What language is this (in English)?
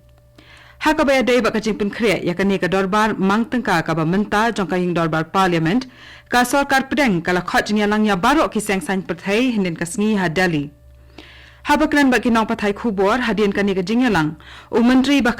Khasi